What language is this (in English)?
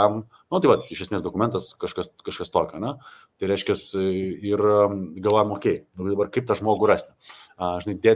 Lithuanian